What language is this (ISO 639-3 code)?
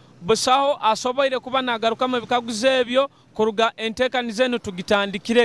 nyo